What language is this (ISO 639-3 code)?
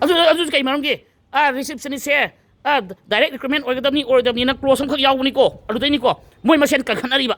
mni